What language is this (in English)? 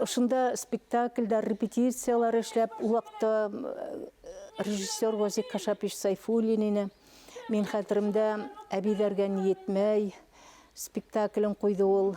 Bashkir